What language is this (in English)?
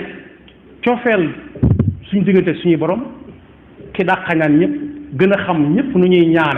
Wolof